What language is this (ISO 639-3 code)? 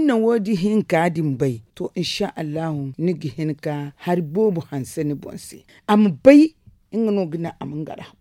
dje